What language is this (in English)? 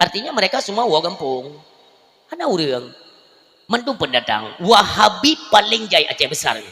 Achinese